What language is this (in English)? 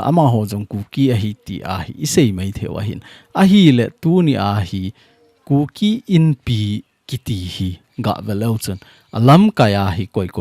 Thado Chin